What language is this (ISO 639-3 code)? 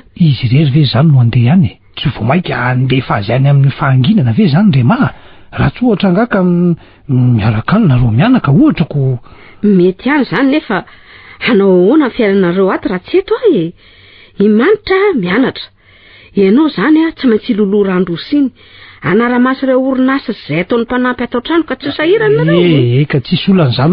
mlg